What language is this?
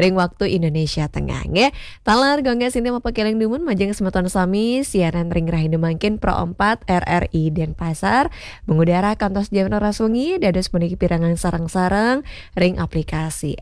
Balinese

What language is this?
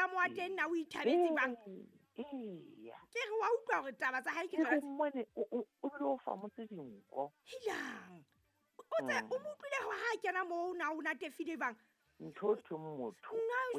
Southern Sotho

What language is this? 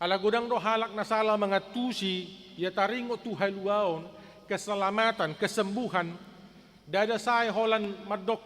Batak Toba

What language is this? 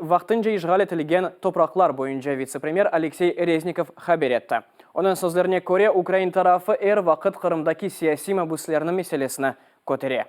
Crimean Tatar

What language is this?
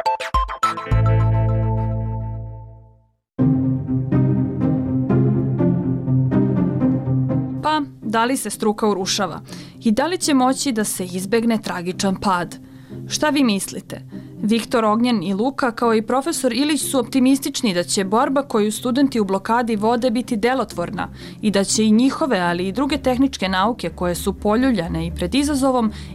Serbian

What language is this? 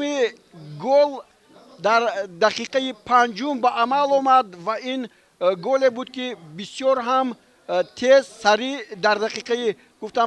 Tajik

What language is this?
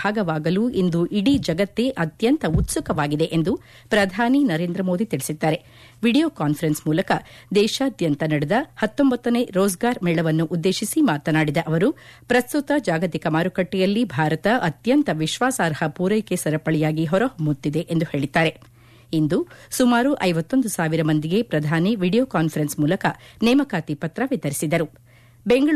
Kannada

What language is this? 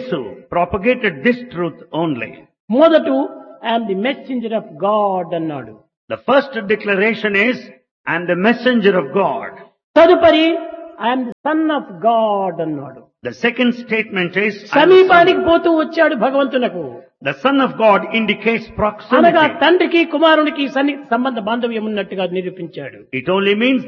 Telugu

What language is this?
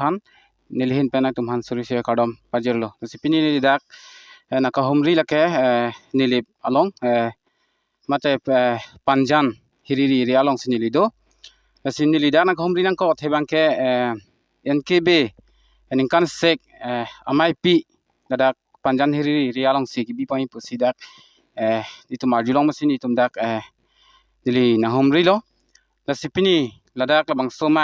Karbi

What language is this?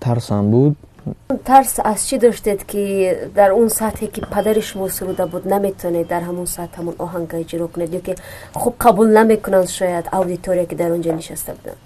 Tajik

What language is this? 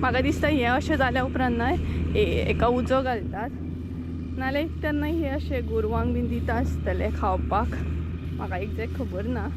Konkani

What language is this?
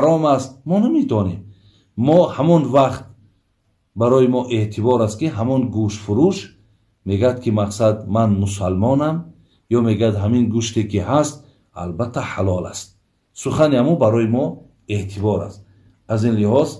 Tajik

